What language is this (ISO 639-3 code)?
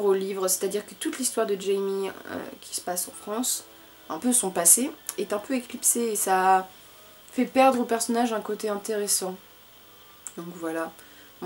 fra